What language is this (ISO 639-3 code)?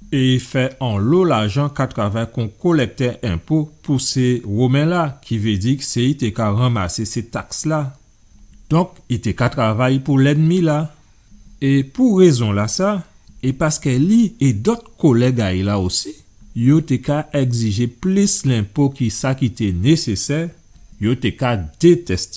gcf